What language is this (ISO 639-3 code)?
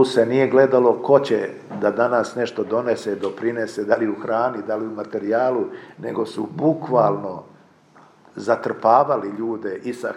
srp